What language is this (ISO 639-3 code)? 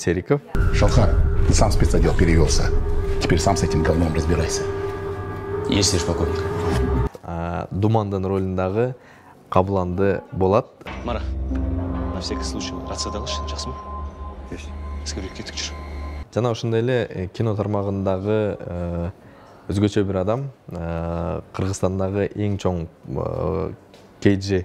kir